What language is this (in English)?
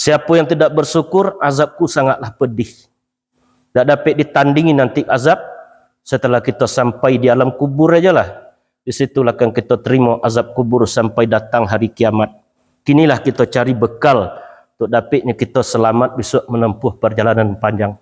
Minangkabau